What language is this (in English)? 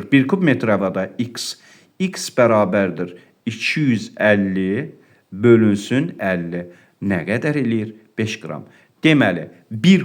Azerbaijani